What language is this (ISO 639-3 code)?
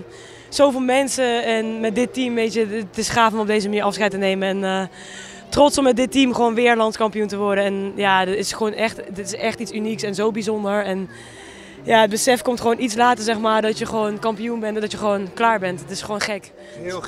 nld